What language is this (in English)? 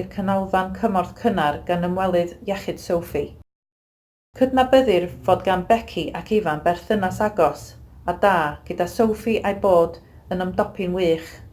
Welsh